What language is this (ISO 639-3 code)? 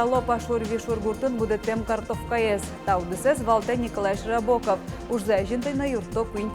udm